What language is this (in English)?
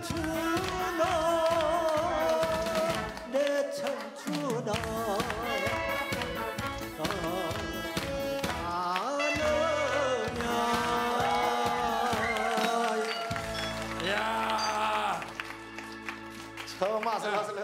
Korean